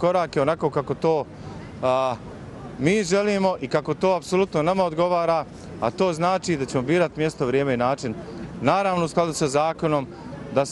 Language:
Bosnian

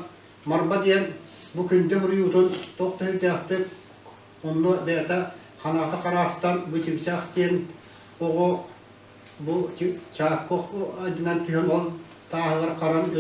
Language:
Yakut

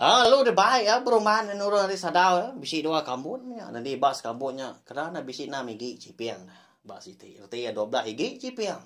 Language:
Iban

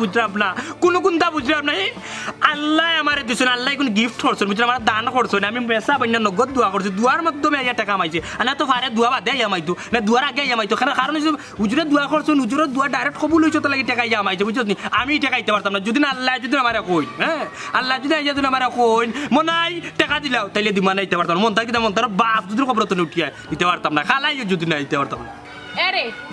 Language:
Sylheti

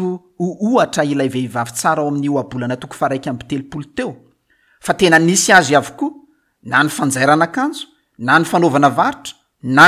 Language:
Malagasy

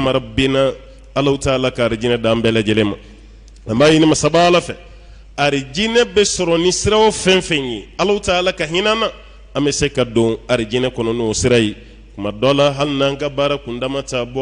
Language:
Bambara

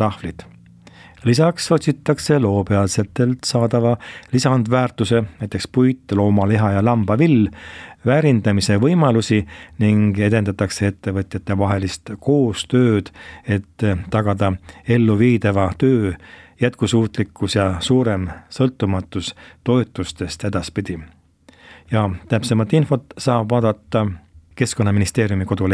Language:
Estonian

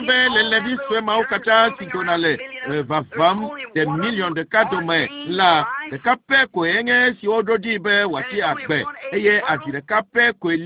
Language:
Ewe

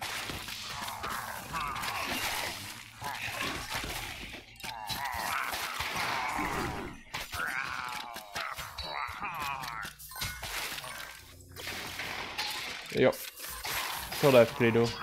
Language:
Czech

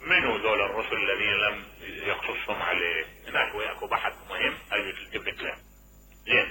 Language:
Mesopotamian Arabic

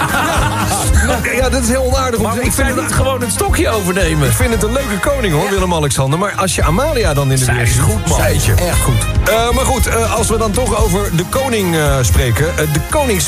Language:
Dutch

